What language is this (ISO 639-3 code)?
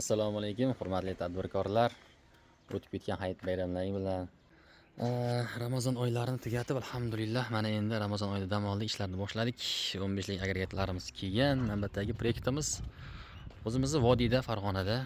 uzb